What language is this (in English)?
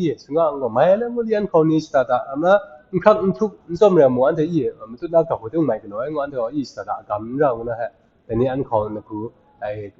Kachin